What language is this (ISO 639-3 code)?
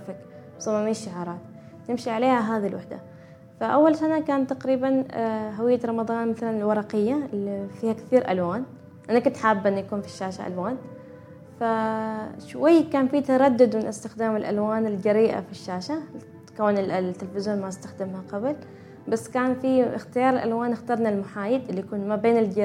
afb